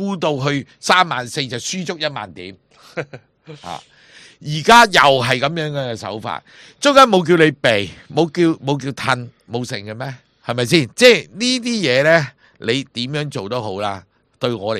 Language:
Cantonese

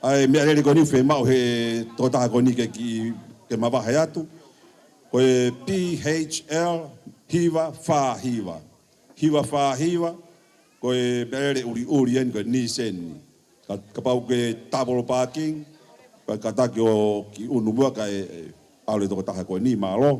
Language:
Tongan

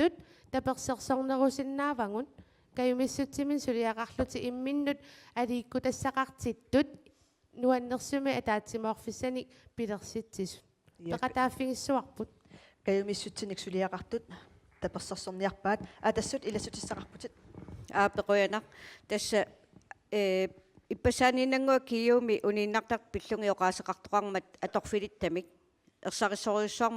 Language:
Kalaallisut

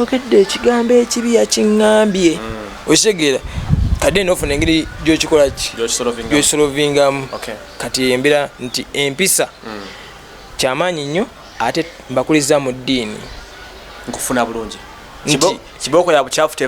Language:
Ganda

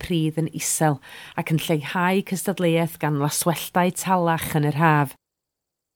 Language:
Welsh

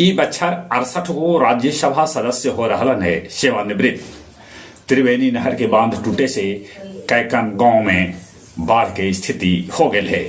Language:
Magahi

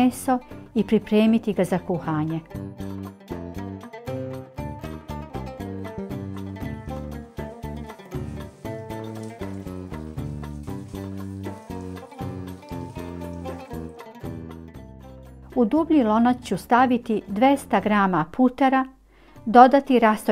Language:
Bosnian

